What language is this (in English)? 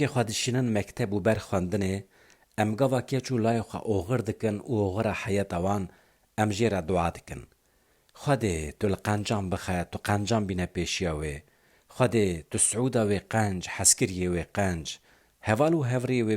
Kurdish